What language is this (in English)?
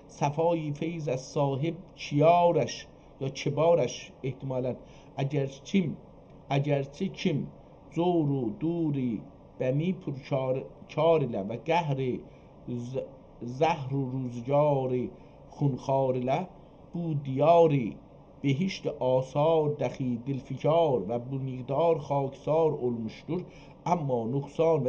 South Azerbaijani